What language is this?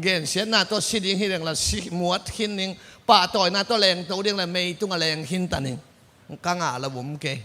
Tedim Chin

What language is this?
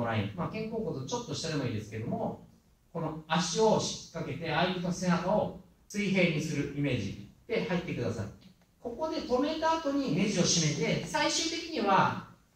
Japanese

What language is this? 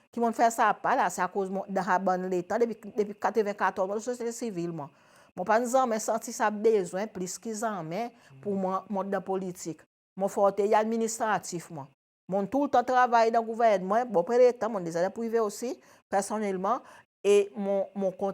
Seselwa Creole French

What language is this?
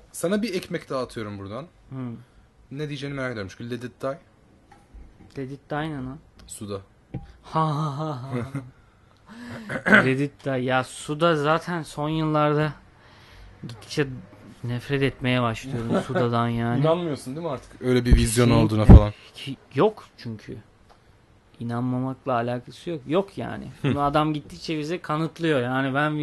Turkish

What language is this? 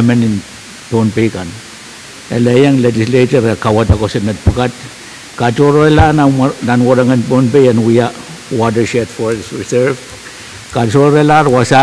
Pohnpeian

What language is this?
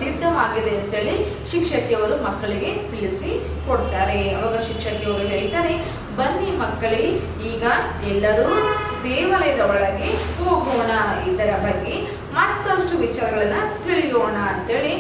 Kannada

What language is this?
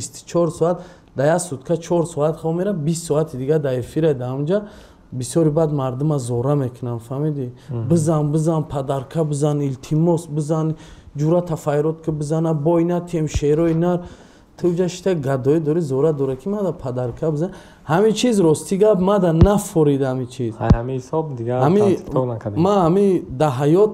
Tajik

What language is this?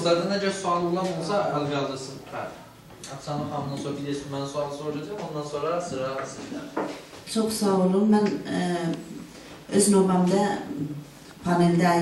South Azerbaijani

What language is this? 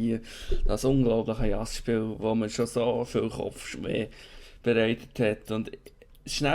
Swiss German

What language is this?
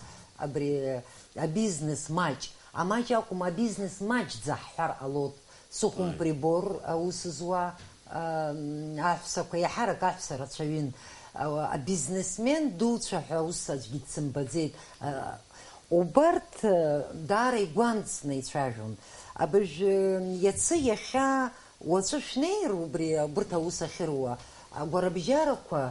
Abkhazian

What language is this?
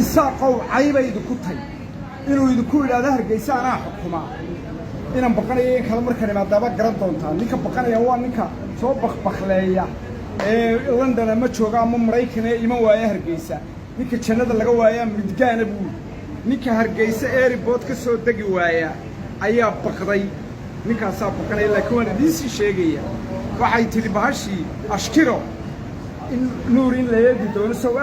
Somali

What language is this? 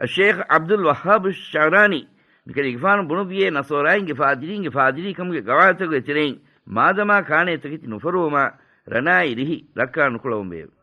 Divehi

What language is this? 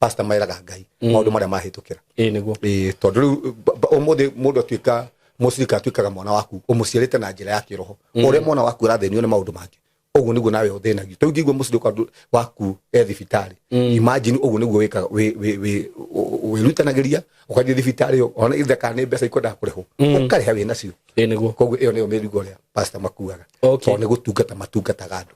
Kikuyu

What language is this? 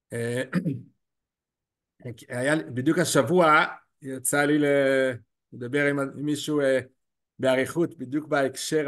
Hebrew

